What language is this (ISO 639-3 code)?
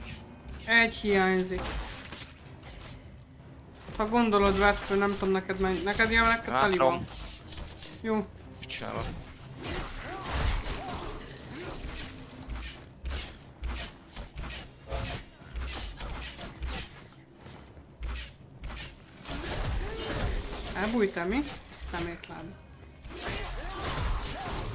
hun